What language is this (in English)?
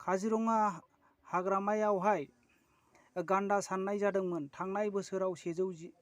Bodo